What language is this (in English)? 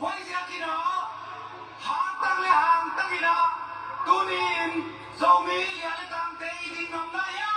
Tedim Chin